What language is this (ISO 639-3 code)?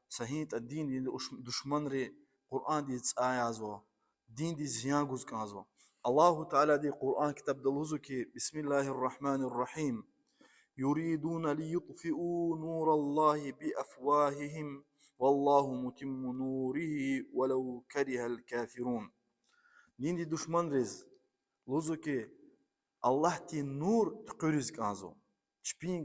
lez